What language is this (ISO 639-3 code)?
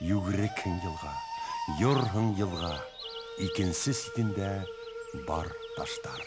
bak